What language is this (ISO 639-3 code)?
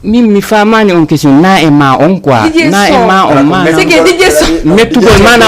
ful